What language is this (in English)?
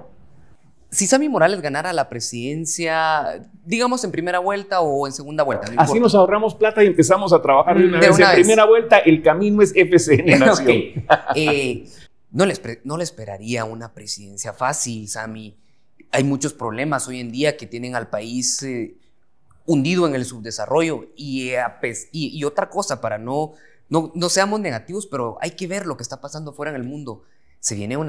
Spanish